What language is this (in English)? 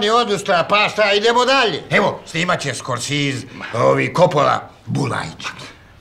Croatian